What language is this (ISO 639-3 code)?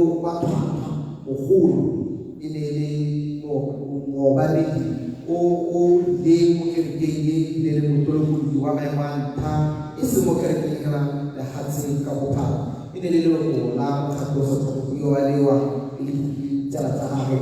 tsn